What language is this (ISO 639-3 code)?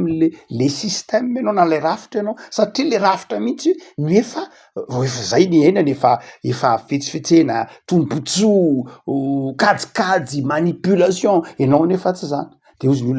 mlg